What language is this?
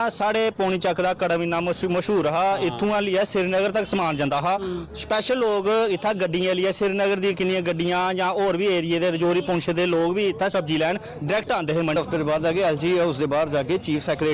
Dogri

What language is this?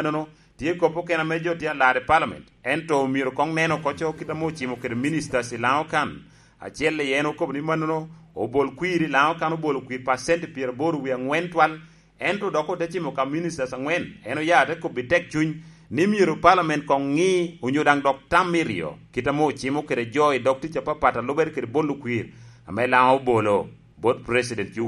Lango (Uganda)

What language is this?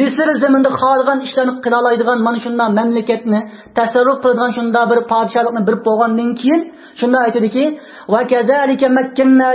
Uyghur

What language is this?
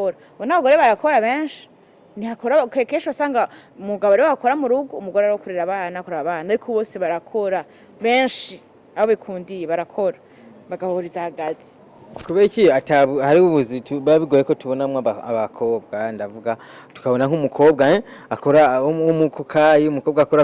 Rundi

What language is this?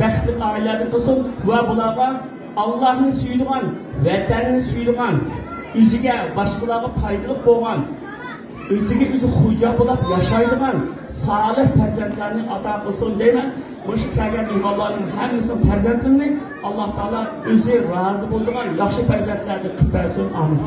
Uyghur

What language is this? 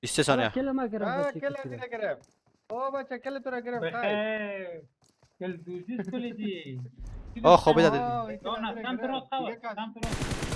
Persian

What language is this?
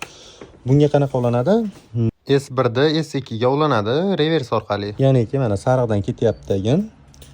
Uzbek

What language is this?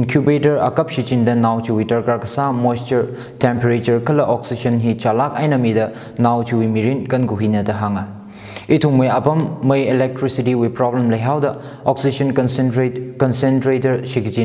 Tangkhul Naga (India)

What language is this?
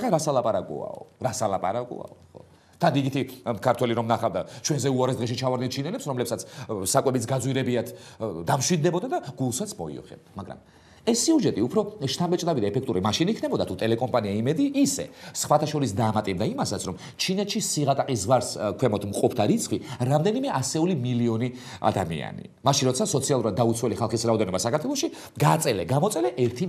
Georgian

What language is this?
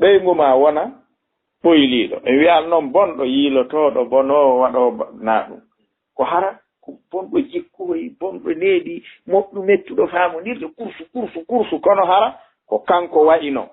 Fula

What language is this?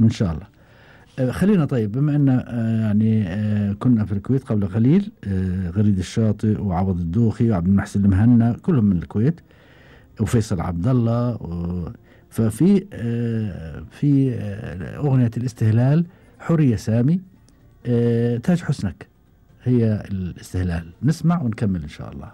Gulf Arabic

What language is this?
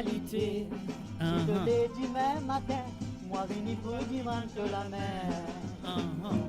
Morisyen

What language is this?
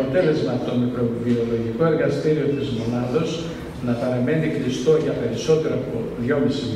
Greek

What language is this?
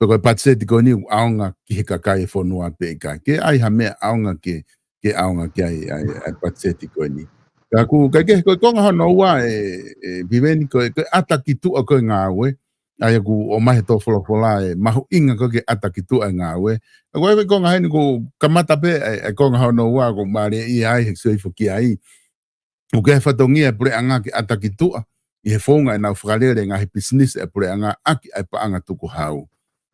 Tongan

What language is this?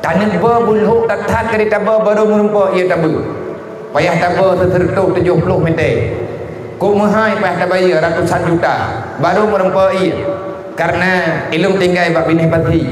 Achinese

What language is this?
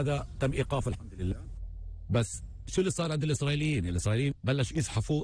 North Levantine Arabic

